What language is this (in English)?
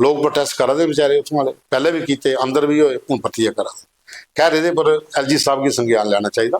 Dogri